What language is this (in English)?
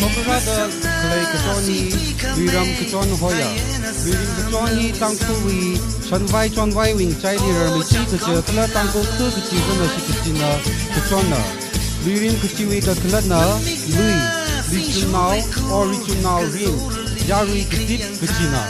Tangkhul Naga (India)